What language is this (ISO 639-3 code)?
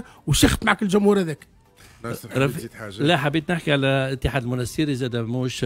aeb